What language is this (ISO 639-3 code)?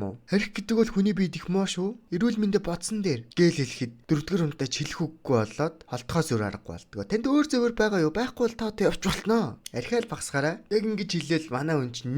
mon